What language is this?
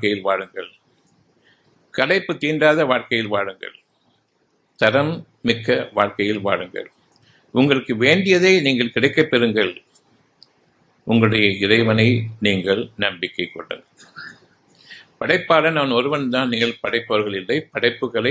Tamil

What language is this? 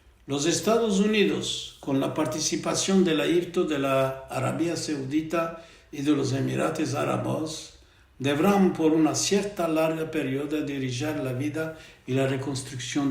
Ladino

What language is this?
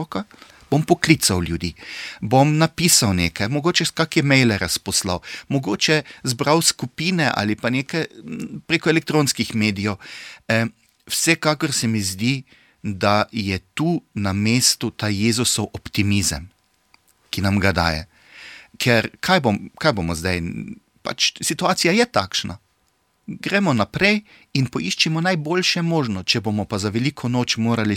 Slovenian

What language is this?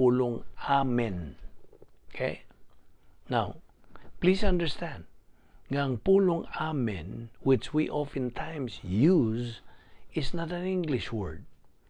Cebuano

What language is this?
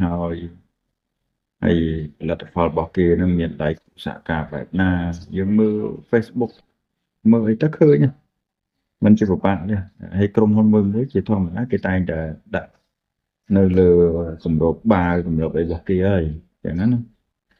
Khmer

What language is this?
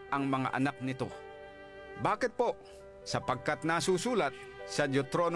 Filipino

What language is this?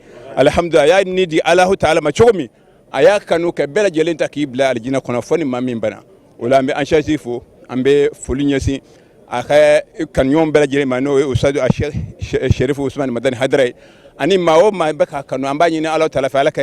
Bambara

